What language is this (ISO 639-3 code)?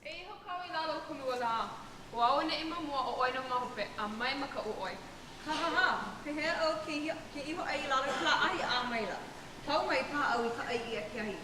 haw